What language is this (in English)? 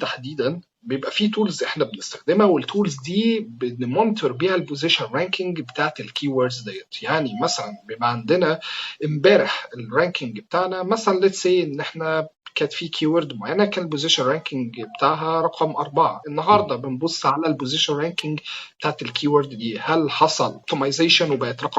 Egyptian Arabic